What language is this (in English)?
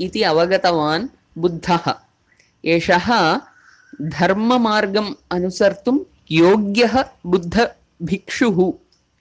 Sanskrit